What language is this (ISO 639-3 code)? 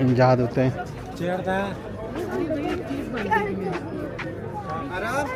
skr